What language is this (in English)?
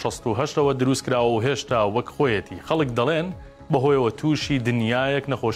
Central Kurdish